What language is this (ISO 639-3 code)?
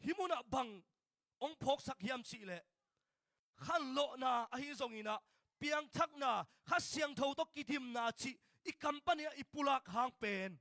ctd